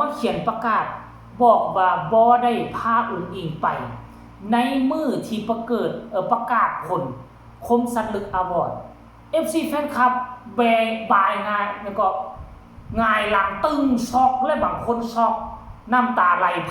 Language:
Northeastern Thai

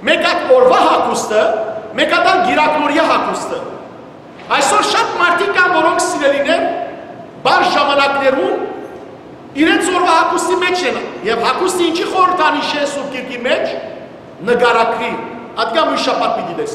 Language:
Western Armenian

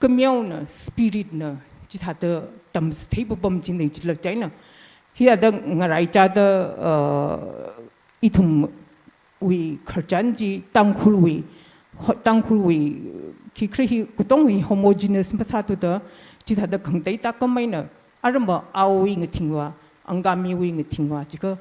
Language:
Tangkhul Naga (India)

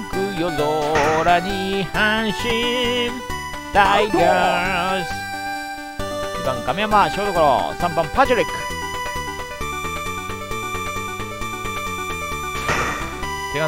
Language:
Japanese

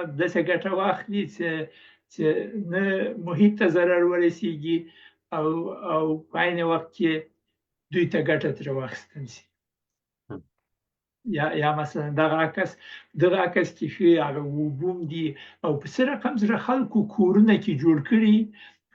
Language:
Pashto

